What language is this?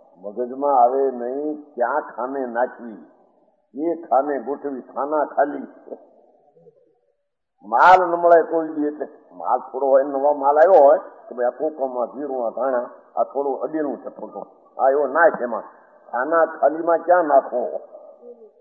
Gujarati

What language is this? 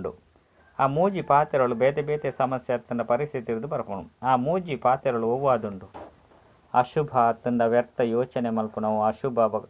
Tulu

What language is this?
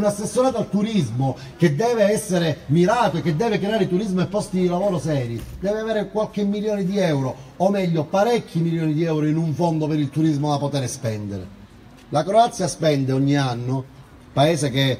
Italian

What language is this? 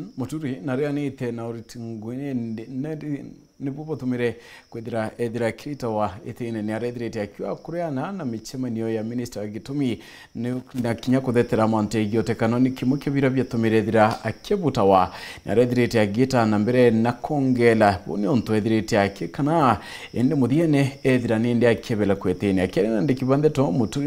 Meru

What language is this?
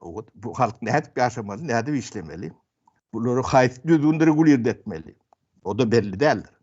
Turkmen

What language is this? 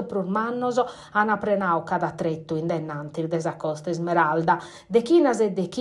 Sardinian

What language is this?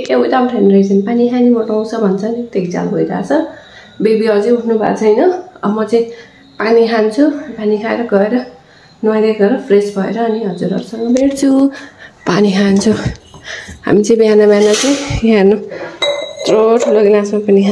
Nepali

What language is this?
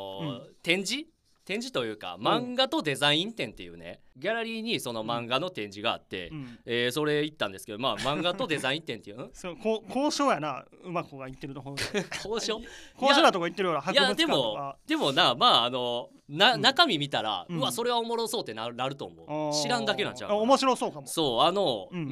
Japanese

